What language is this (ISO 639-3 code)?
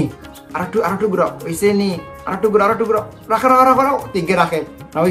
syl